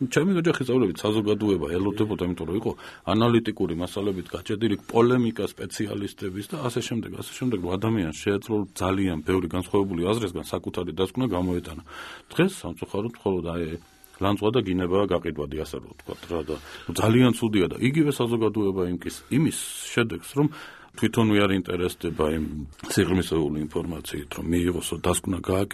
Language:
Georgian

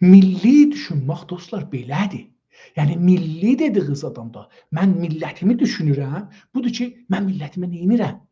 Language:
South Azerbaijani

